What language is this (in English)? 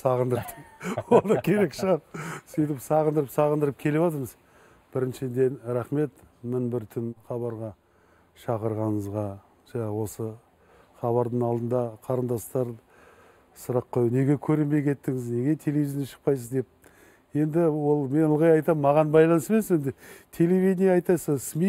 Kazakh